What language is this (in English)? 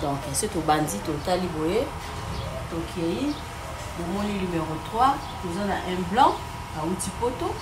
Lingala